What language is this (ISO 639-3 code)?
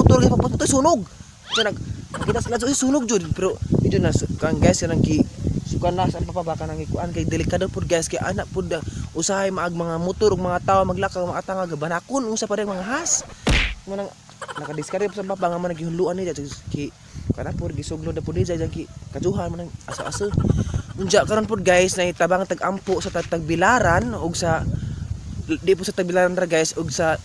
ceb